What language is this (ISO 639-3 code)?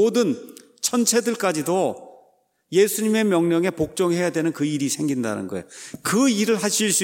kor